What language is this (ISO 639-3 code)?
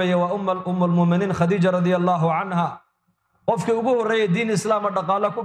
som